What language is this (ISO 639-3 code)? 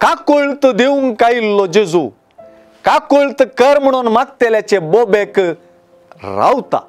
kok